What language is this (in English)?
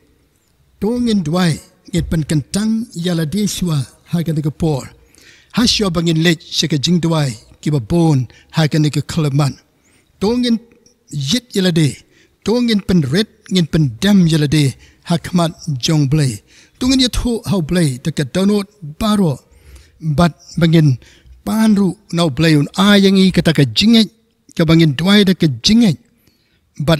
Khasi